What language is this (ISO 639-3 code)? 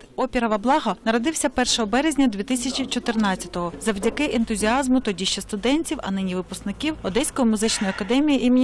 ukr